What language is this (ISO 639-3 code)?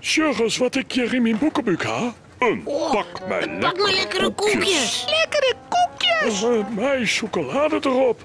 fry